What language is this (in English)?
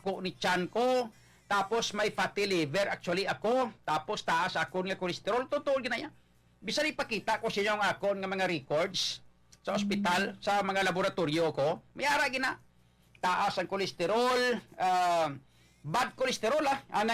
Hiligaynon